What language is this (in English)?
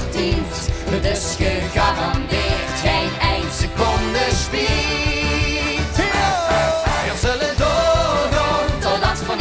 Limburgish